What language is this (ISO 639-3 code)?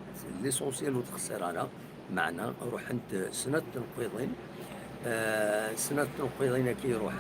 kab